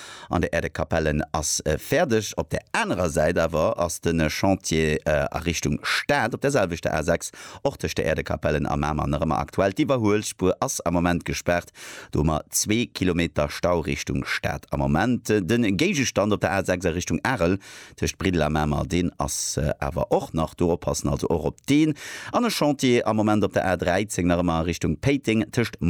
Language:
Luxembourgish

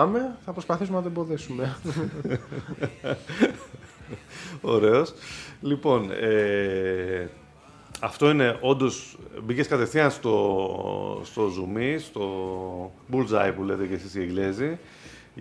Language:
Greek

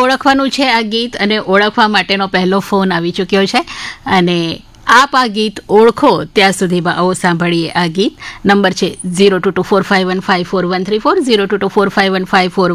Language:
Gujarati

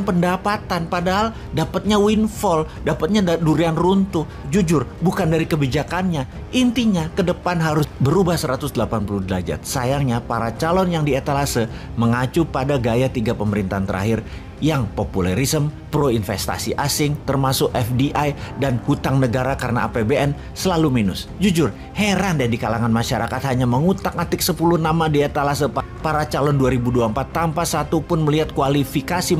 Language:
Indonesian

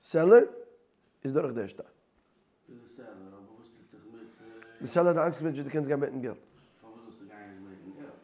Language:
Yiddish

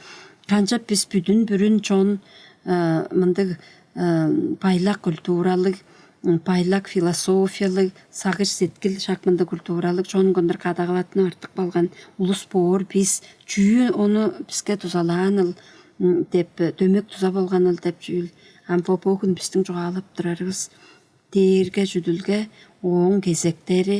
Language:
Tuvinian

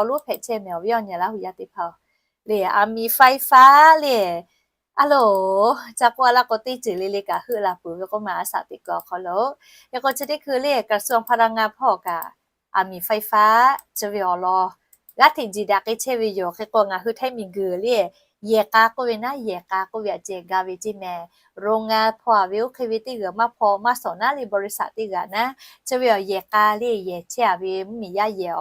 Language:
Lahu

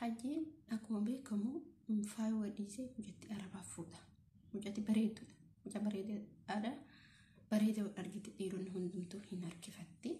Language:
Oromo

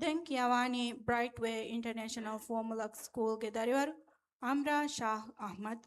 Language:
Divehi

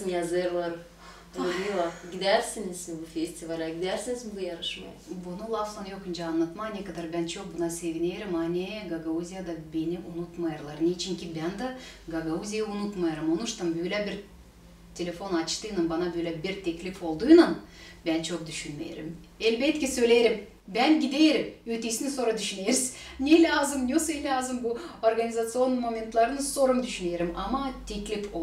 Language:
Gagauz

